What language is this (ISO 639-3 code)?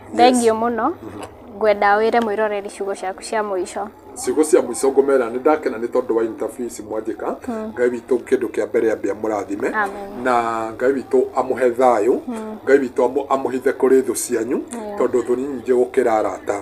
kik